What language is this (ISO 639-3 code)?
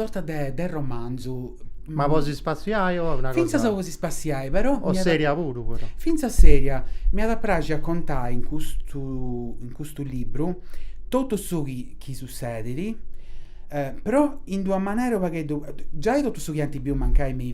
srd